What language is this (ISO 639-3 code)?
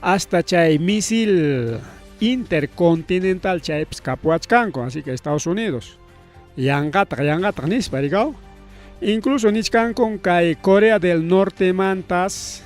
quy